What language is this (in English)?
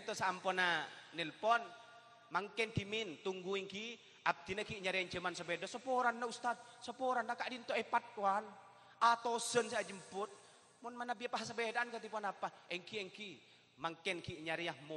Madurese